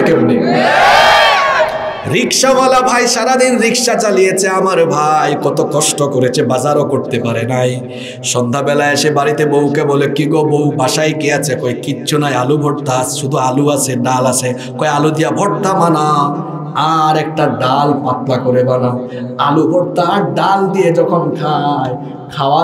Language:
Bangla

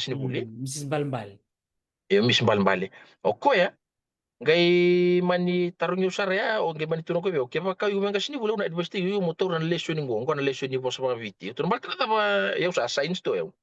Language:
Fijian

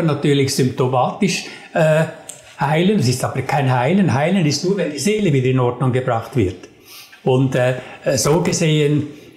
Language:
German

